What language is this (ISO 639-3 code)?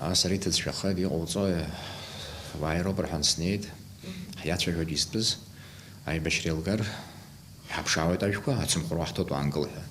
abk